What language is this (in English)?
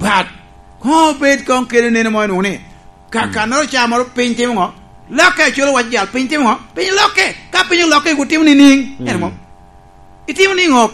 Lango (Uganda)